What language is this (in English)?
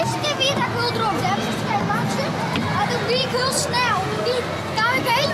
Western Frisian